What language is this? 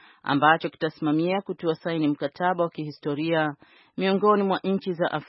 Swahili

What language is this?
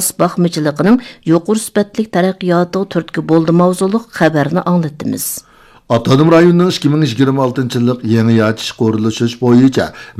Uyghur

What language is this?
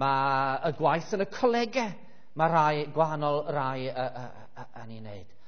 Welsh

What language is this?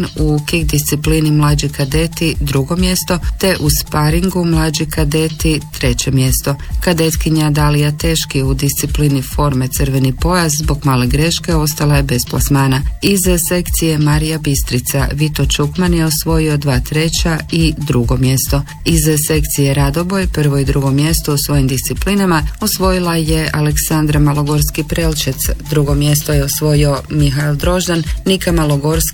Croatian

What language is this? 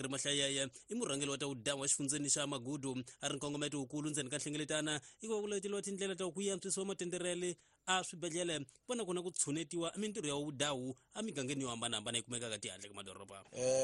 Tsonga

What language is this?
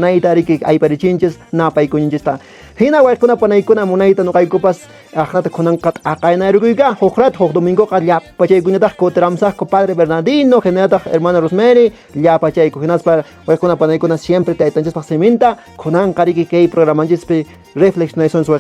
Quechua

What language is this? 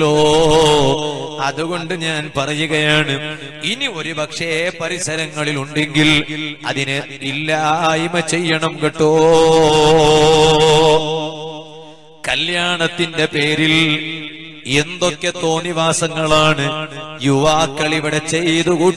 Malayalam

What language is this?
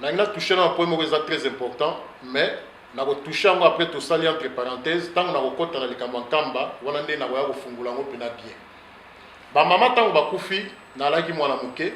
Lingala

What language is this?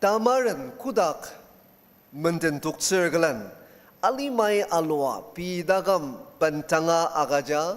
Ao Naga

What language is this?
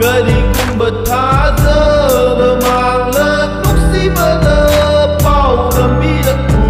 Manipuri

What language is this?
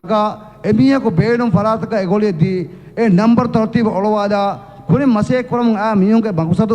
Divehi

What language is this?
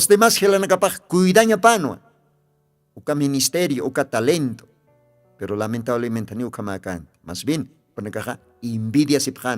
Aymara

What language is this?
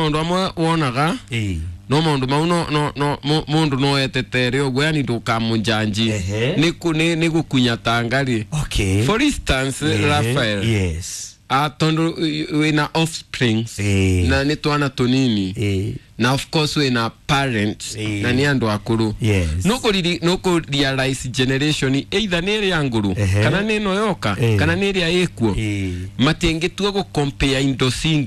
Kikuyu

